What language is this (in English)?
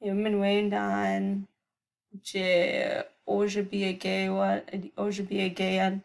Chippewa